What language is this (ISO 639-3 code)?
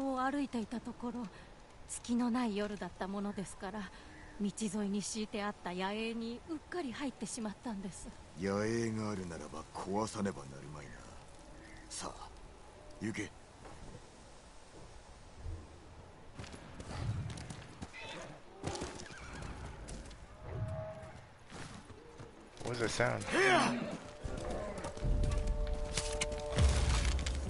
jpn